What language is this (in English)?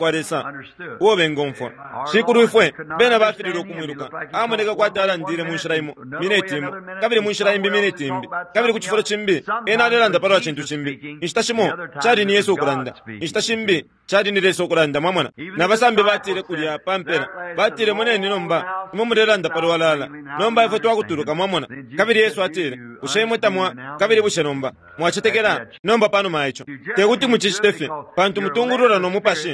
Bemba